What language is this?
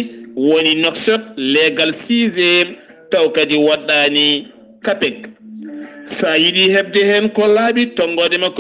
Fula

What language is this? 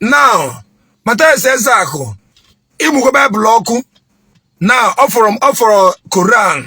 Igbo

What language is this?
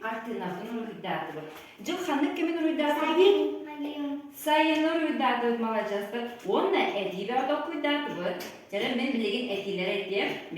Yakut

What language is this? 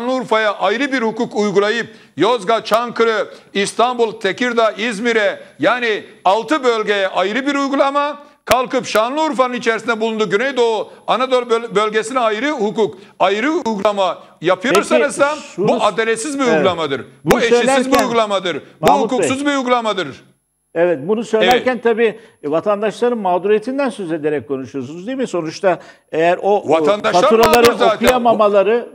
Turkish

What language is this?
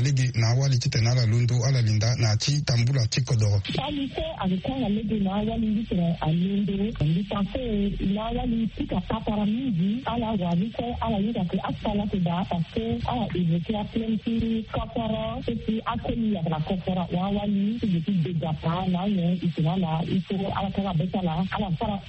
Sango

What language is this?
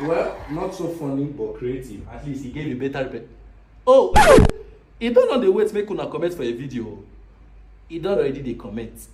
Nigerian Pidgin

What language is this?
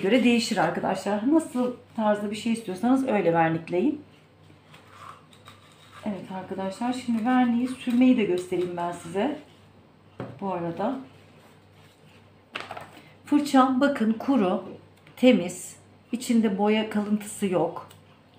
Turkish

